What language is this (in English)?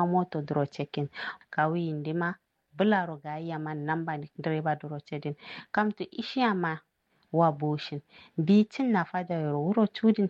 Kanuri